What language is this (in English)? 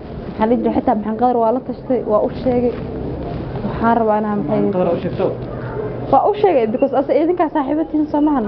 Somali